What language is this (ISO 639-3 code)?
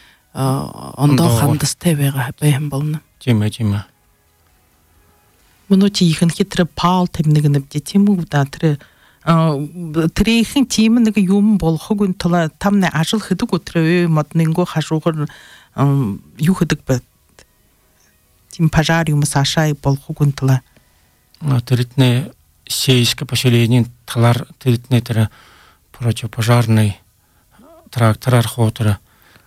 bua